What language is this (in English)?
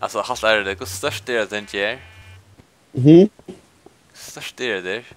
Faroese